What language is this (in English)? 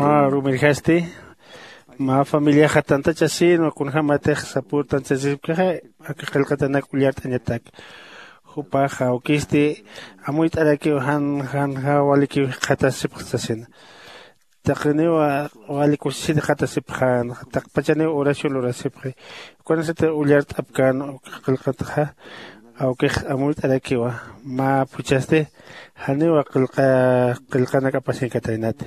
Aymara